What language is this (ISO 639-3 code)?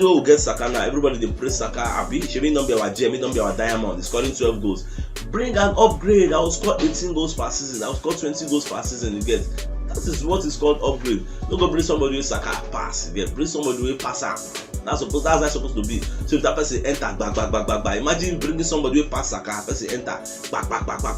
pcm